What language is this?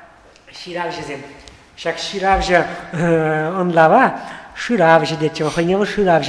Chuvash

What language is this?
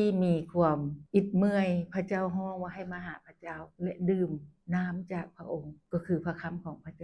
Lao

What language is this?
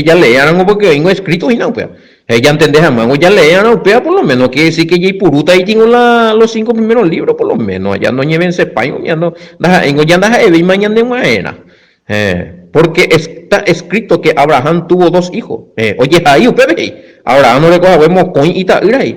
Guarani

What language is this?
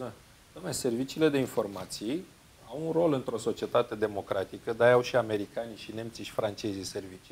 Romanian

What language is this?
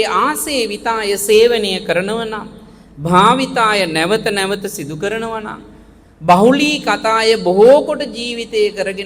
Sinhala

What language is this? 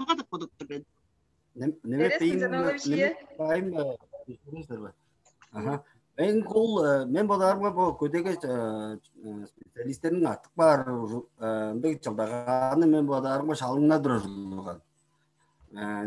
Tuvinian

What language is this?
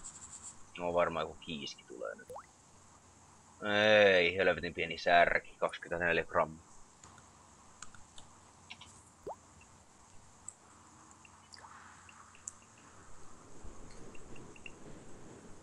Finnish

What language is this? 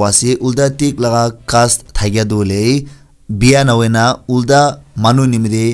Naga Pidgin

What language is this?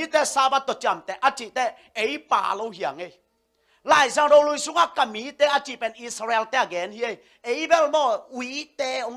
Tedim Chin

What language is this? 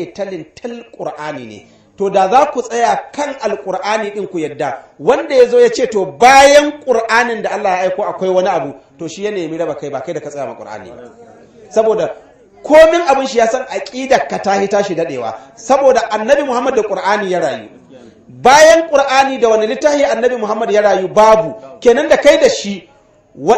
Hausa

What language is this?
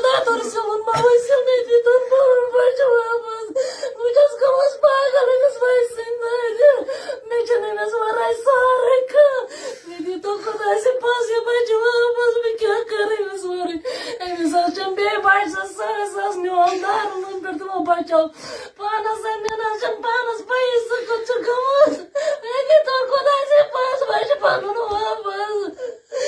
Kashmiri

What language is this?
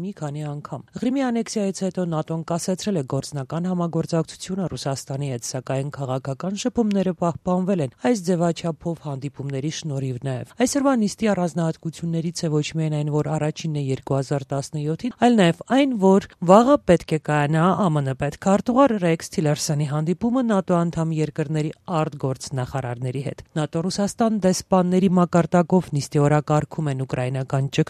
Armenian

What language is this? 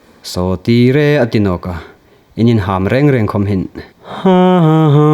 Hmar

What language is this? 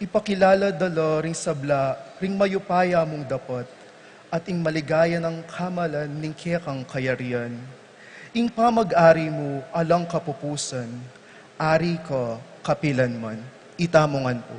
Pampanga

